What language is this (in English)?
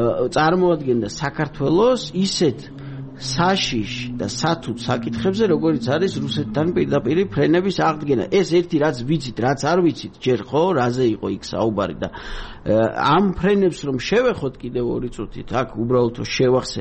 Georgian